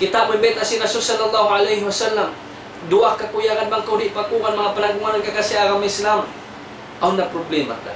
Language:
Tausug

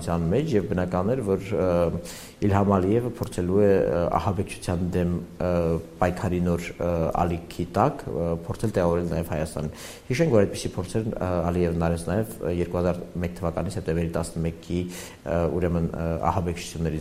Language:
Armenian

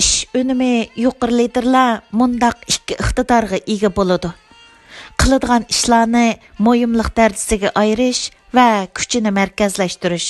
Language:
Uyghur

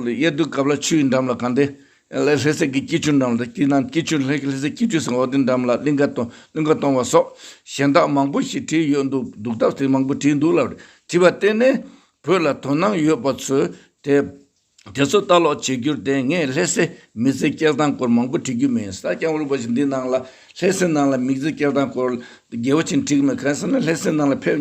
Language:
Tibetan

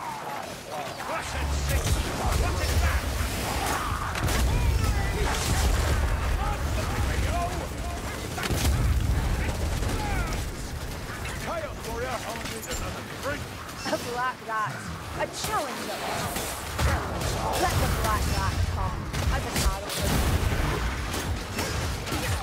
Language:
English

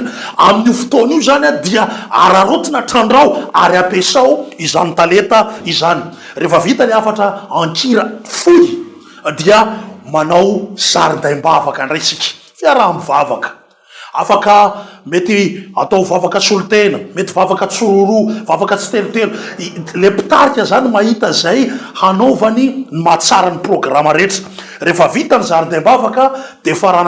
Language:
Malagasy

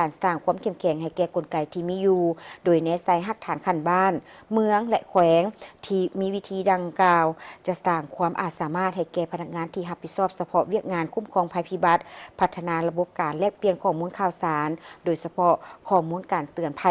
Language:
Lao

